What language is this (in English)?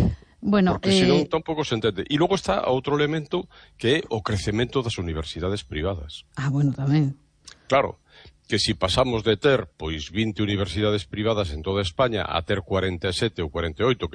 Galician